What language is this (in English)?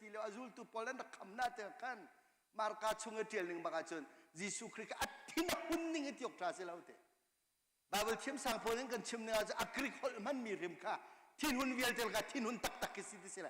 Hakha Chin